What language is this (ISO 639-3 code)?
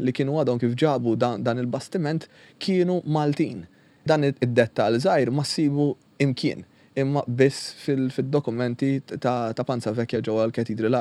mlt